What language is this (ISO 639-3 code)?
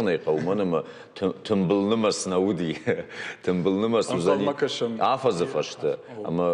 oss